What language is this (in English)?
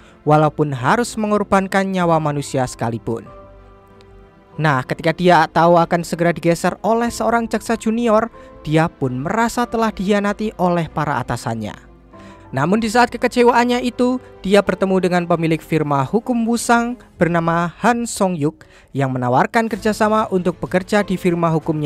Indonesian